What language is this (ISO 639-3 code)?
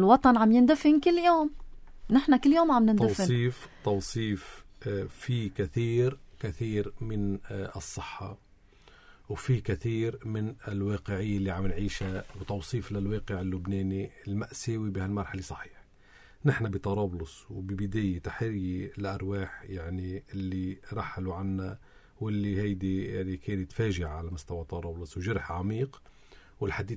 apc